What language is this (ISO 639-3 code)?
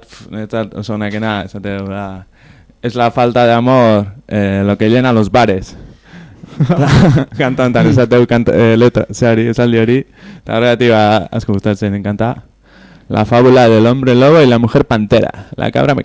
eus